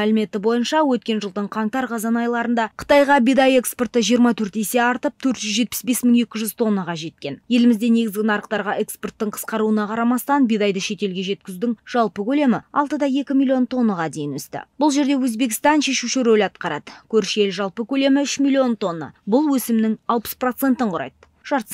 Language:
Kazakh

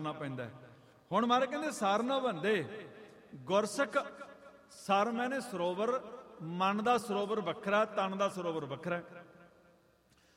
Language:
Punjabi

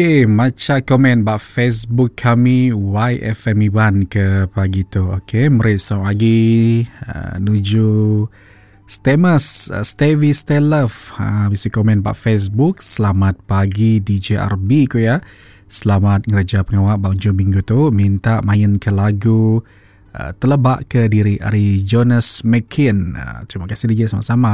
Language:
Iban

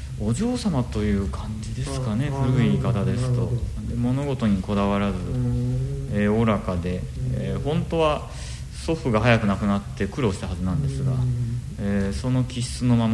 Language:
Japanese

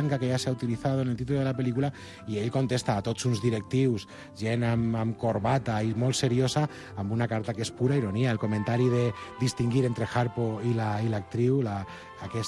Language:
Catalan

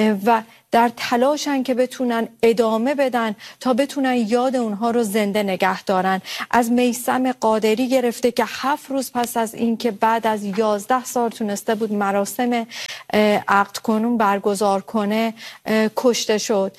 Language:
Persian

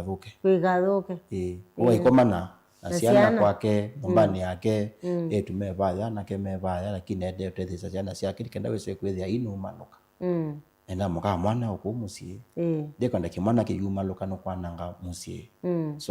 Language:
Kamba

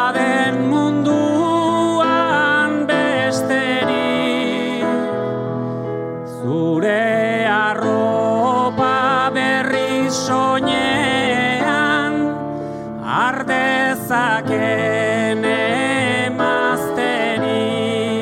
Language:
Basque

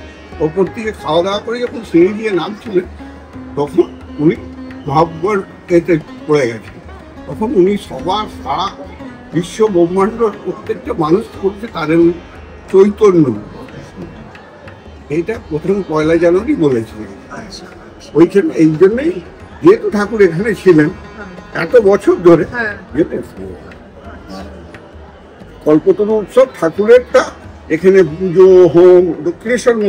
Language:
Bangla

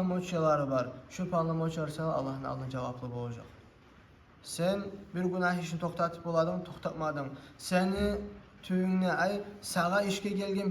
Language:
Kumyk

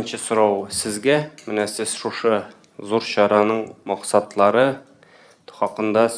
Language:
Tatar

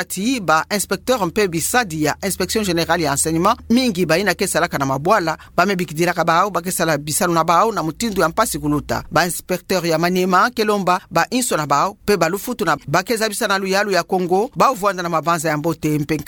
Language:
Kituba (Democratic Republic of Congo)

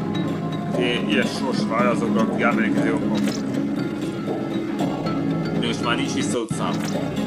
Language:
Hungarian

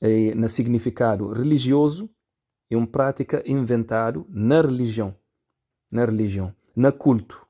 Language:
Kabuverdianu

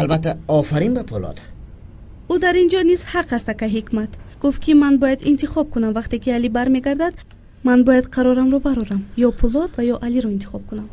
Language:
Tajik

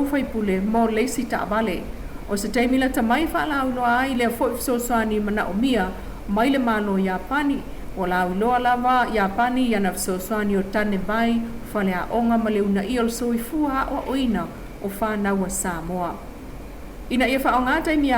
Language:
Samoan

